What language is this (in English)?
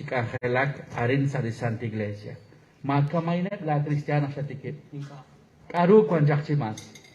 Kekchí